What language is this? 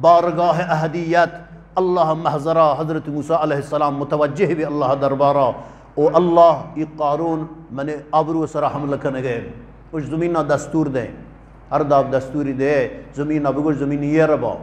Eastern Balochi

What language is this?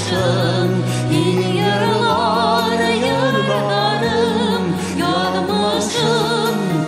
Bashkir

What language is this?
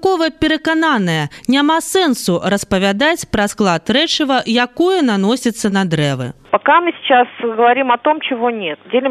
Belarusian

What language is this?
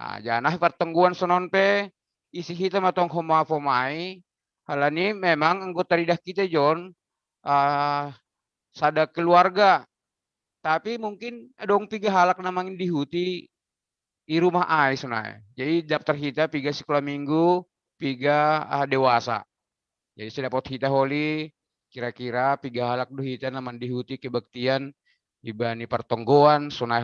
Batak Simalungun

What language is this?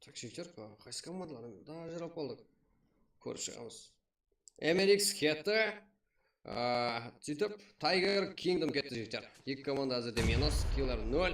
Kara-Kalpak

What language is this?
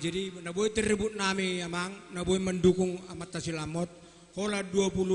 Batak Toba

